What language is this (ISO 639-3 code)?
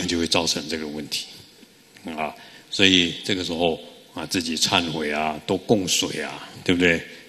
zho